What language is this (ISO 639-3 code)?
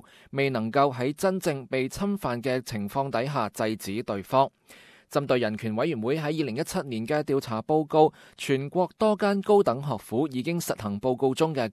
yue